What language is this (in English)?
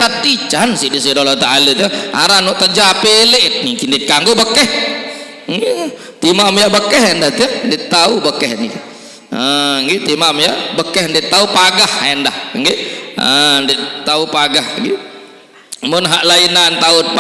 Sasak